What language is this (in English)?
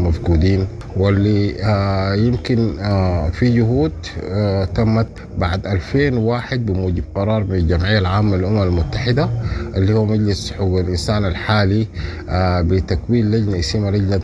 Sudanese Arabic